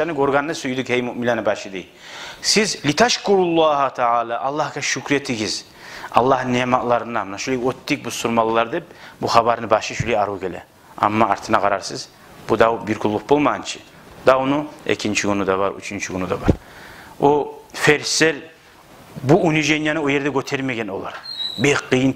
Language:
Kumyk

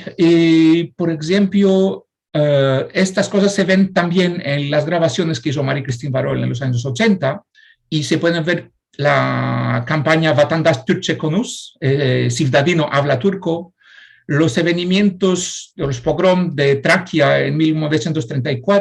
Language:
Ladino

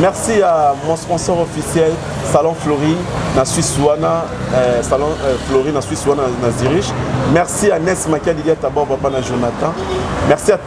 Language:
Lingala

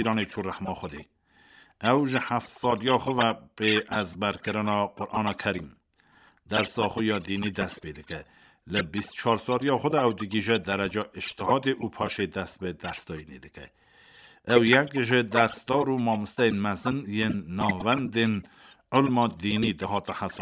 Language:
Kurdish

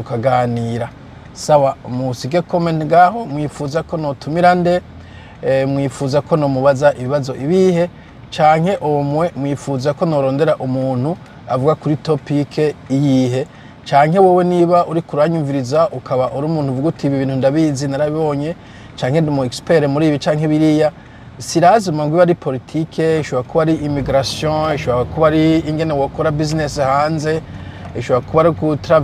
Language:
Rundi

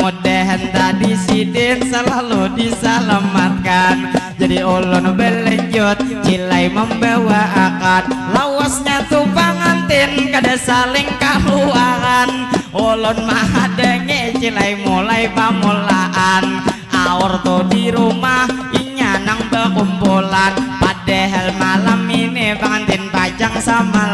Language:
Banjar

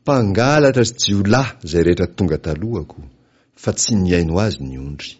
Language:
Malagasy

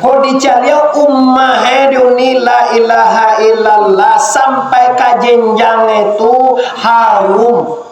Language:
Minangkabau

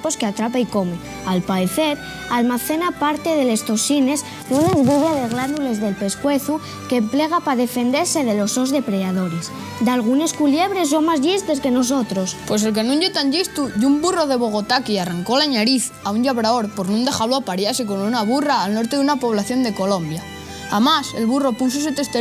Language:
Asturian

